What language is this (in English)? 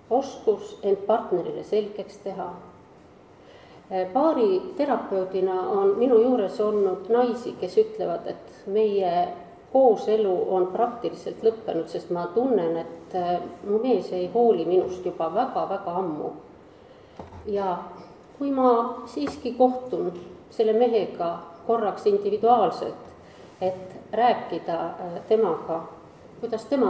Estonian